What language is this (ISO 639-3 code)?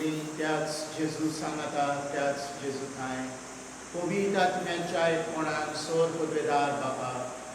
kok